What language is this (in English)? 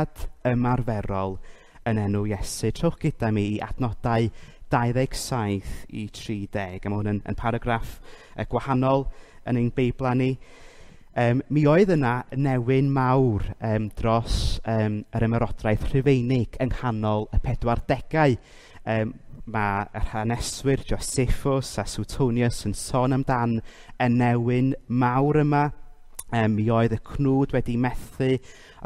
Welsh